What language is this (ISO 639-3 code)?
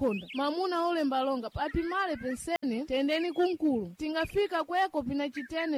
seh